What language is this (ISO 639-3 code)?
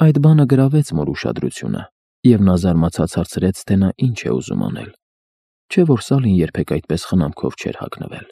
hye